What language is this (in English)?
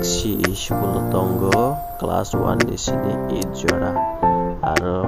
Kok Borok